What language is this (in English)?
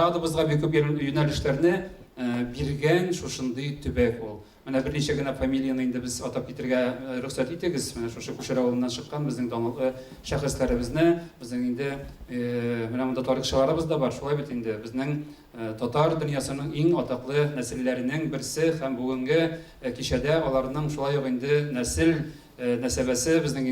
Tatar